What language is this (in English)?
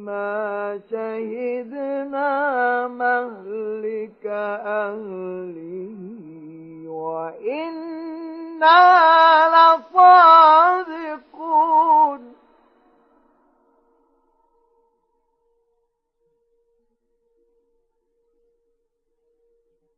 Arabic